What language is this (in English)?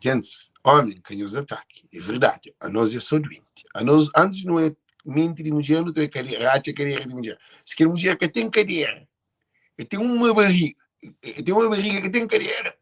Kabuverdianu